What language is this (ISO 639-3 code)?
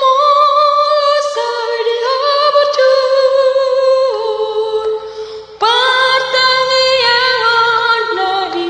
bbc